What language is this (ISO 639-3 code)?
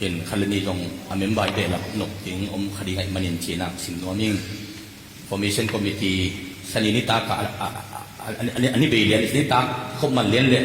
ctd